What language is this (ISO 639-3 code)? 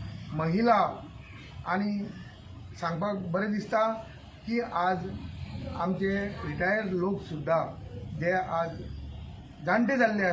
kok